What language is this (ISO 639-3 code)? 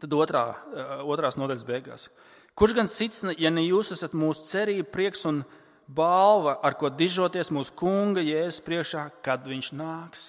lav